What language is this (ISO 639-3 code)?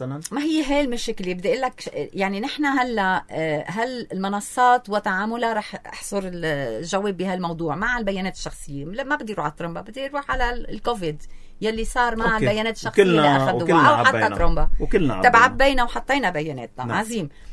apc